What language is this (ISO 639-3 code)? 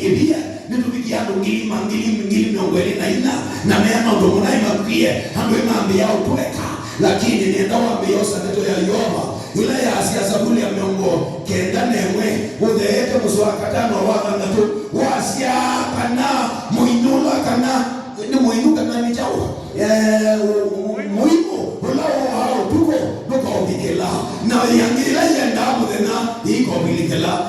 kam